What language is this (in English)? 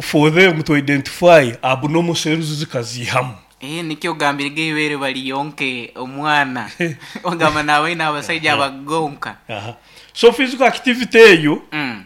Nyoro